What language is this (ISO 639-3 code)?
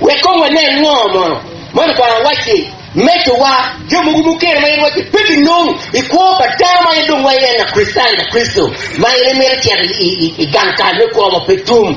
ach